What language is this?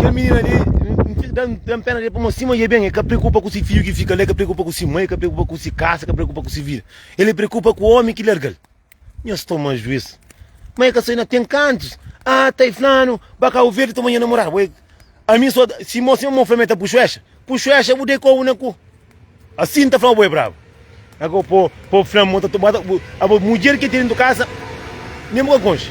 Kabuverdianu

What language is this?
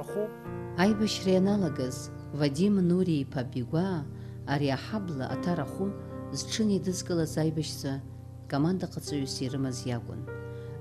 Abkhazian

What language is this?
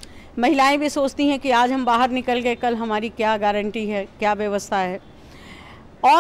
Hindi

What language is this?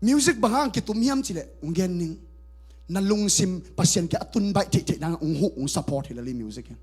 Tedim Chin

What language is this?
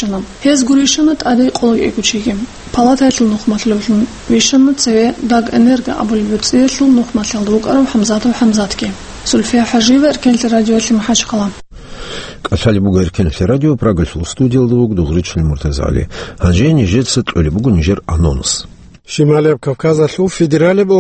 Avaric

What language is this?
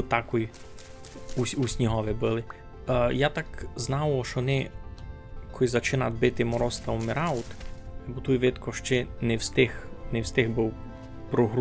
Rusyn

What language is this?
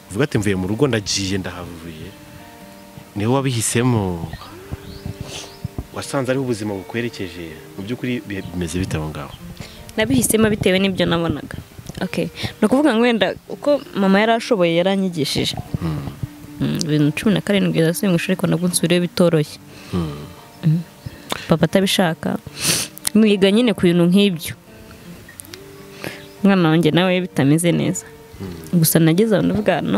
Kinyarwanda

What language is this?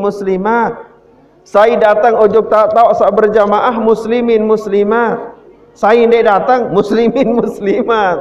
Sasak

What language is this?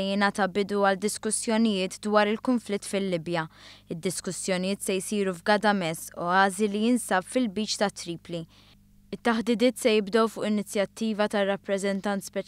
Maltese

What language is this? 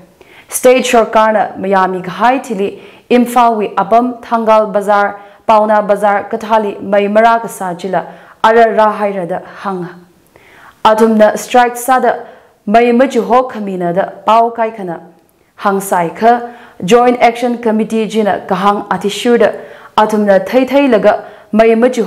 Tangkhul Naga (India)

